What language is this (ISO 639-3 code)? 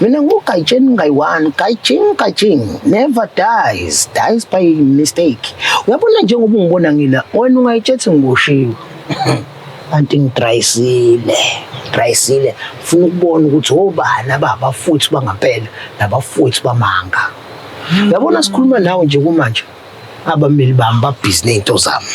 zul